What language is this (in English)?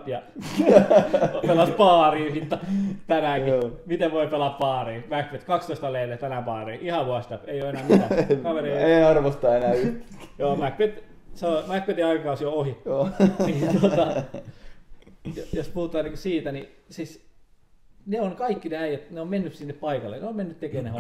Finnish